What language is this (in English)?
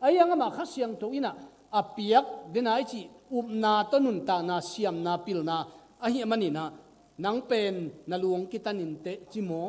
Tedim Chin